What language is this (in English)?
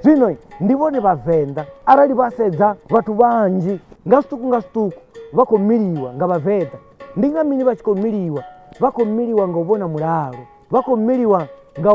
Venda